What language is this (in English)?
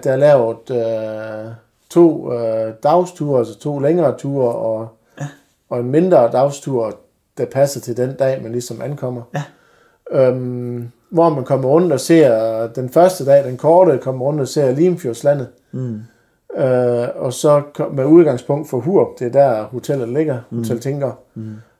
Danish